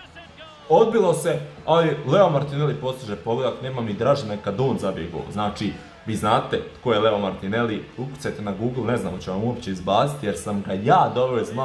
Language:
Croatian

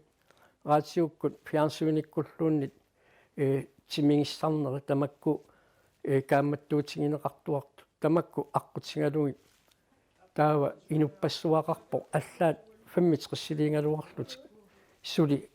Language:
Kalaallisut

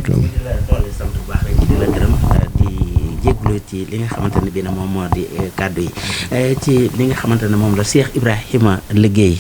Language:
Wolof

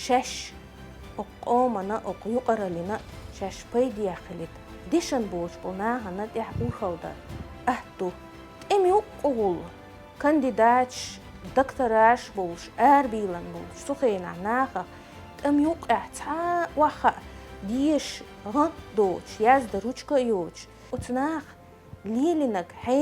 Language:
Chechen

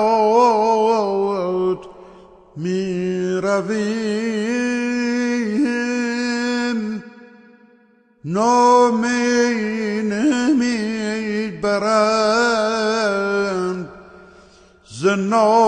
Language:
Persian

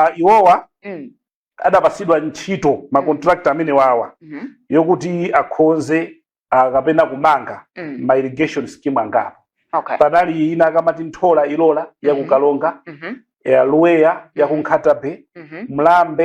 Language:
Nyanja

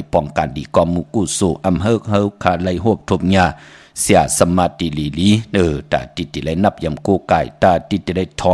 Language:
Shan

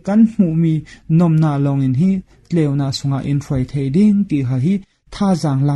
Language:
Falam Chin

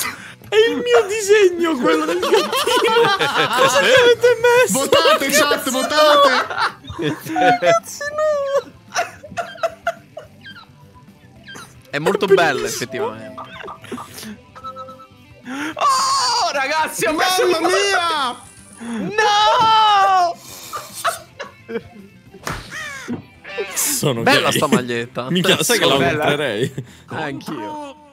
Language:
Italian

